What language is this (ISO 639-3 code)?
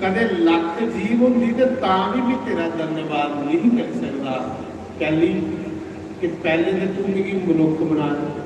doi